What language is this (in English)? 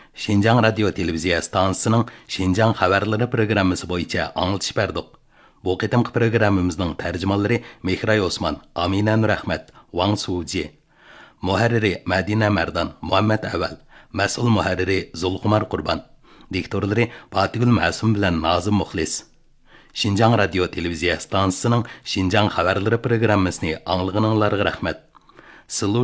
Uyghur